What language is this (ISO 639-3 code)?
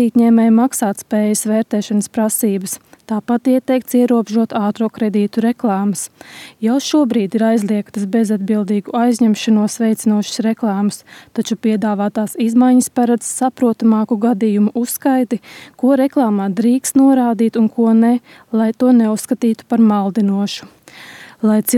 lav